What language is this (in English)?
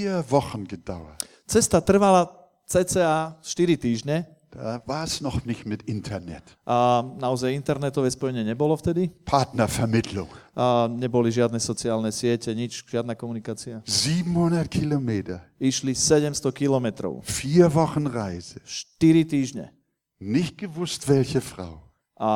Slovak